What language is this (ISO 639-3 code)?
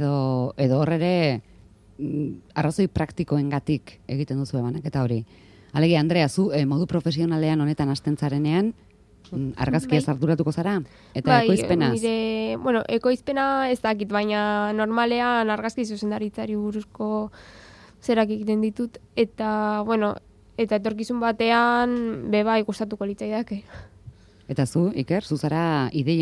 eus